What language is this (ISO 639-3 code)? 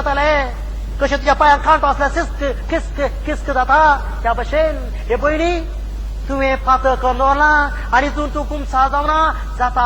kok